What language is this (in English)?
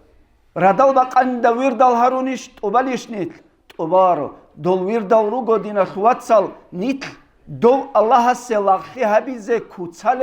Avaric